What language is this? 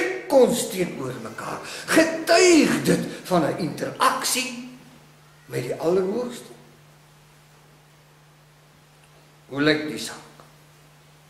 Afrikaans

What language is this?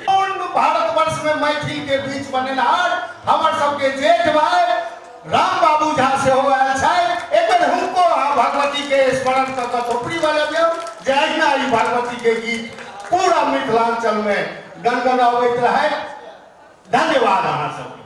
Maithili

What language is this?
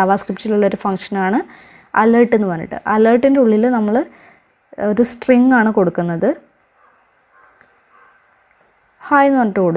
Malayalam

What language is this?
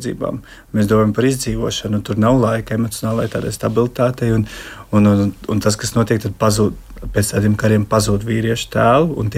Latvian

